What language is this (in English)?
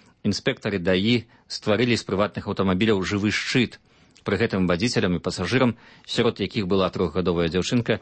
Belarusian